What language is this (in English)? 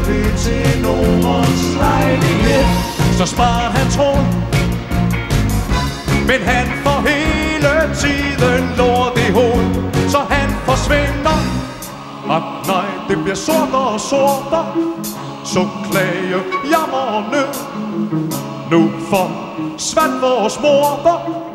Danish